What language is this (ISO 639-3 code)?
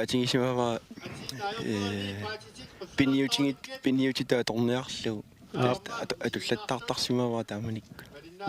kal